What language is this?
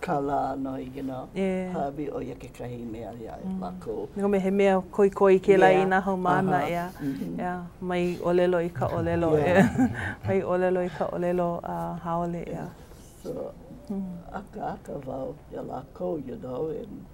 Hawaiian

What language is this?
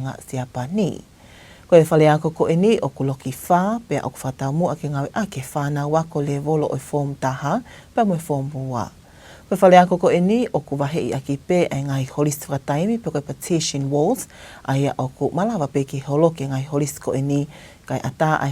Tongan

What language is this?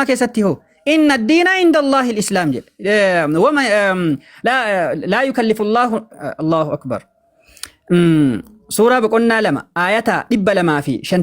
Oromo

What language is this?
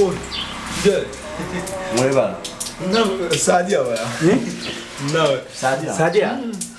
Dagbani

